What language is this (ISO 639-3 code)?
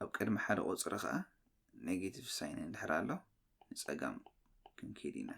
tir